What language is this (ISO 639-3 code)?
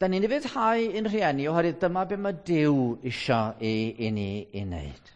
cym